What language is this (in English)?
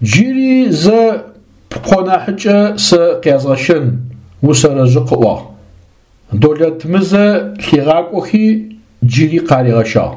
Adyghe